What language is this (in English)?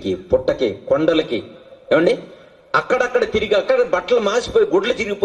Telugu